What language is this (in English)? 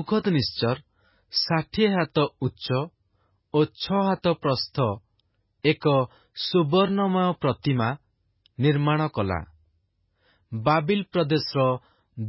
Odia